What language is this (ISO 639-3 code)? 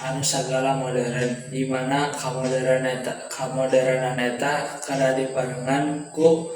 sun